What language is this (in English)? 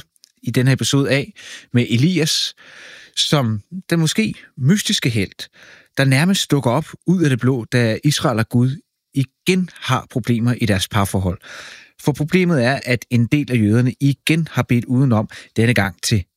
Danish